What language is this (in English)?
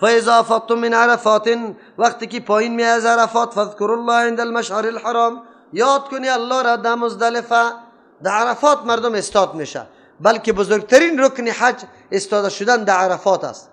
Persian